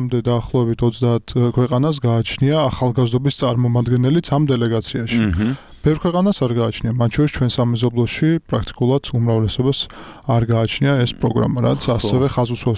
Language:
Georgian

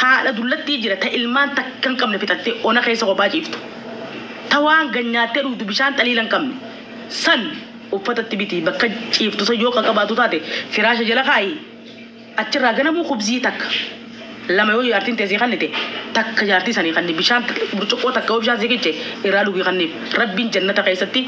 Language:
Oromo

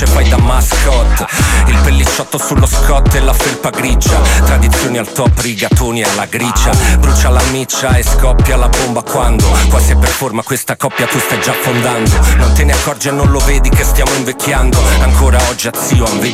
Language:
Italian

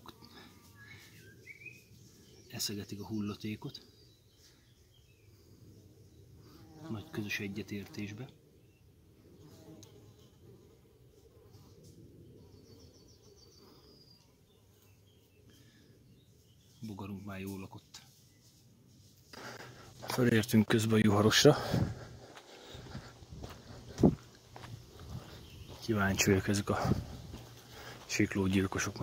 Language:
Hungarian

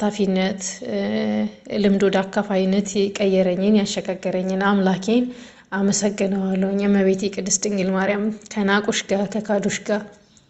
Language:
Amharic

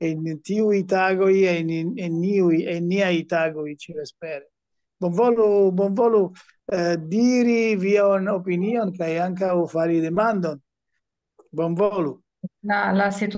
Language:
Esperanto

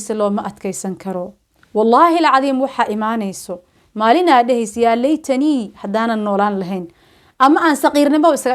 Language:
Somali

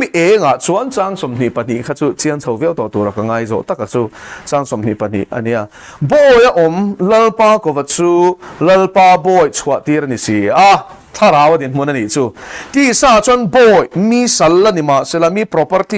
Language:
Mizo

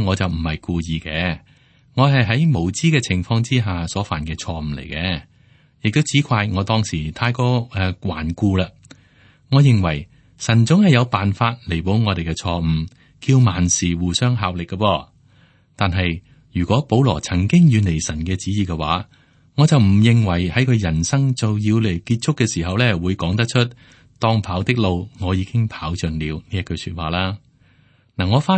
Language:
Cantonese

